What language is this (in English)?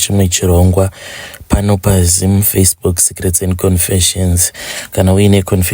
Shona